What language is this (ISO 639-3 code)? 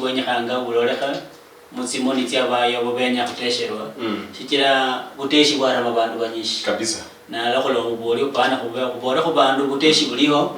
luy